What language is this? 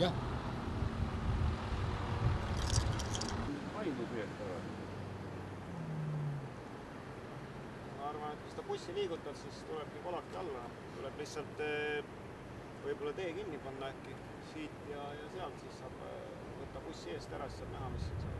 Estonian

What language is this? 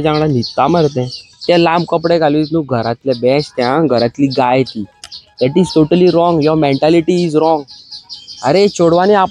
Konkani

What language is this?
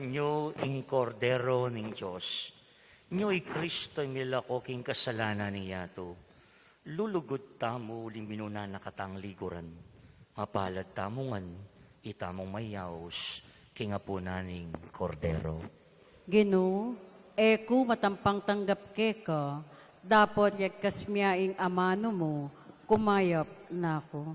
Pampanga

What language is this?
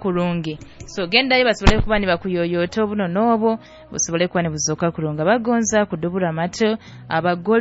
Nyoro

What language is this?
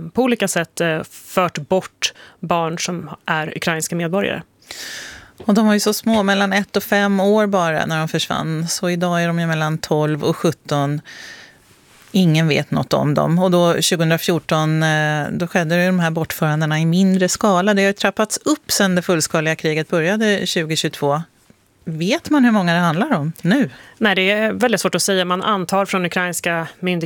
Swedish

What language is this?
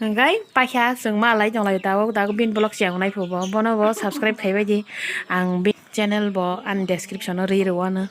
Kok Borok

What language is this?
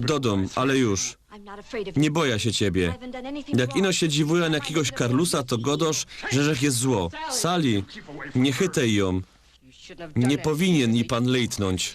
Silesian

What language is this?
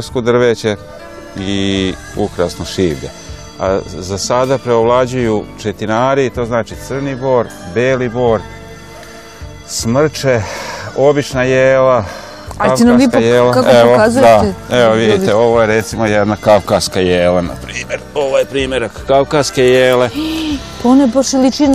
Serbian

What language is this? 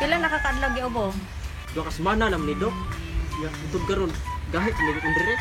Cebuano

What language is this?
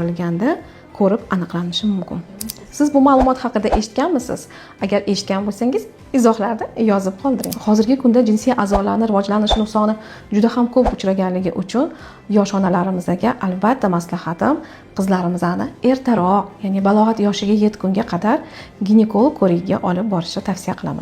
Uzbek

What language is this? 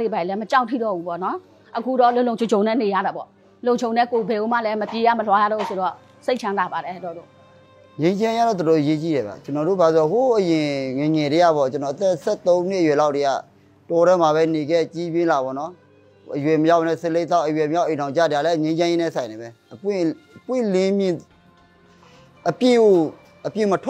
Burmese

